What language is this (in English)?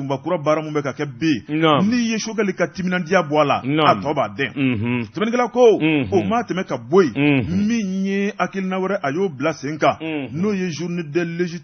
Bambara